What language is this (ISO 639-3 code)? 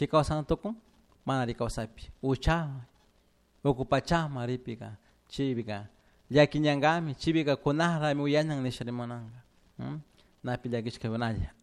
qug